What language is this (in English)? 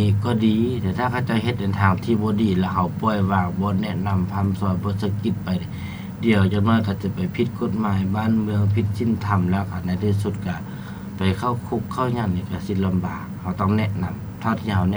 Lao